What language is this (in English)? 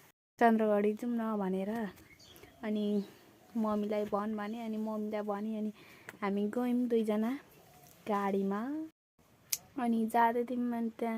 Nepali